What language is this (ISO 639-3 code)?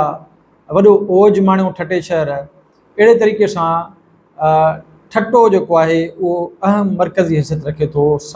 snd